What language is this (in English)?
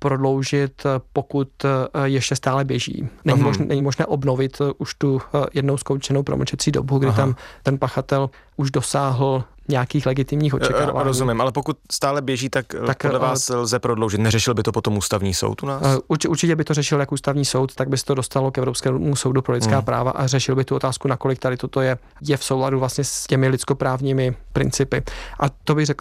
Czech